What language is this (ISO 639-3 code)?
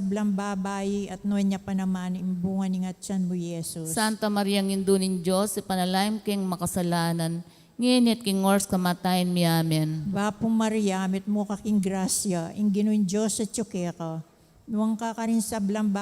pam